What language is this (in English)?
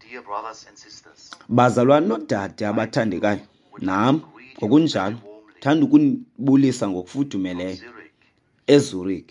Xhosa